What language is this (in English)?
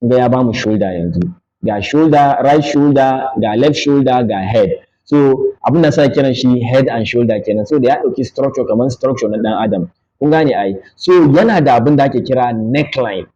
Hausa